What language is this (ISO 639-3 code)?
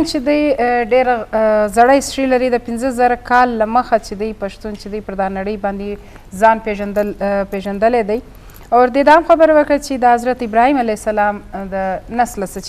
bgp